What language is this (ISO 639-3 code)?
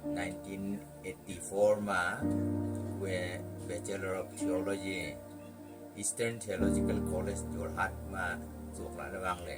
nnp